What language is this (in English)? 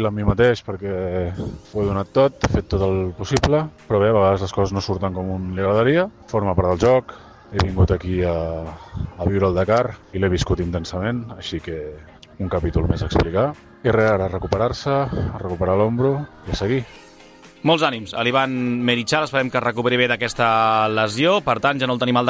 Catalan